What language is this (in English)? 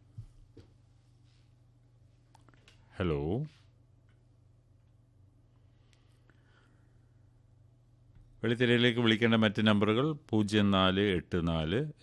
Malayalam